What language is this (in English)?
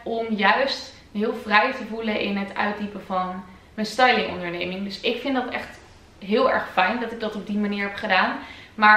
Dutch